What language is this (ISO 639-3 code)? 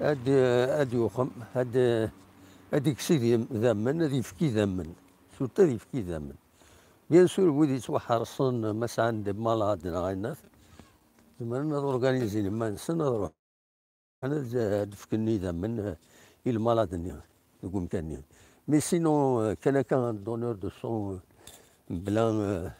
kab